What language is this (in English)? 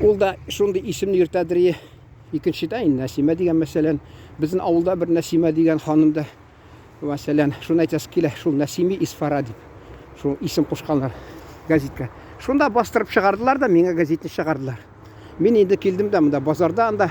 Tatar